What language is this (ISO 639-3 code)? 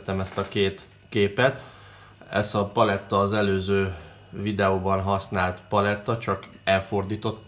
hun